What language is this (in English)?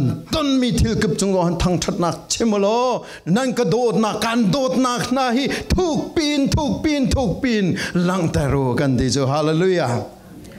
Falam Chin